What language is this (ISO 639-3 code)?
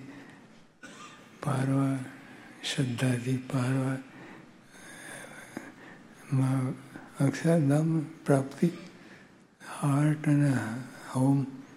guj